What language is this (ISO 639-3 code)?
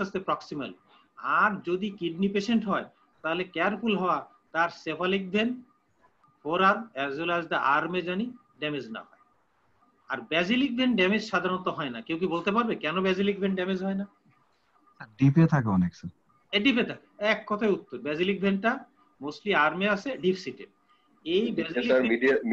ben